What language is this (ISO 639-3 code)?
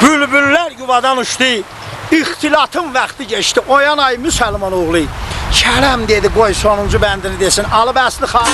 azb